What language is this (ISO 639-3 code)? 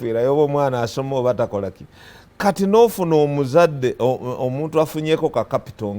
lug